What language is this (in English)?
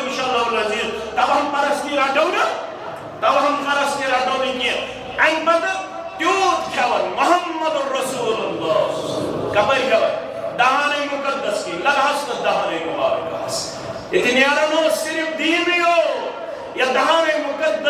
Kashmiri